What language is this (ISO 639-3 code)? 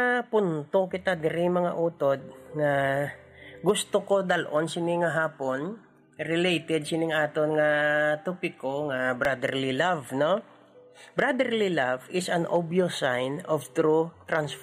hil